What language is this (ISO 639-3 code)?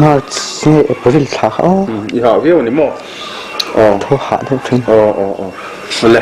lus